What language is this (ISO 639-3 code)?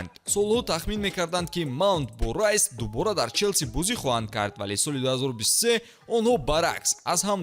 tgk